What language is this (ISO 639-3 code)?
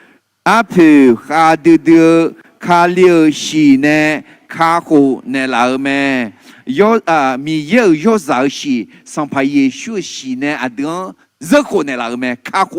ahk